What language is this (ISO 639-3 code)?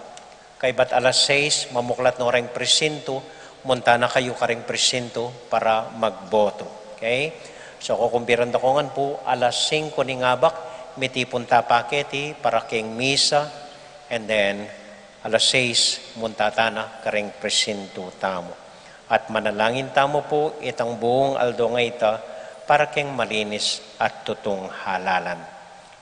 pam